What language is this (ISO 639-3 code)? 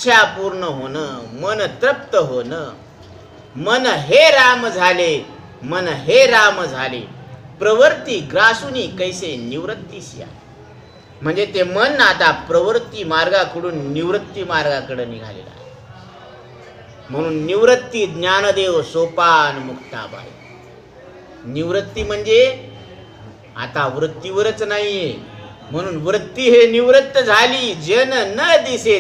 mar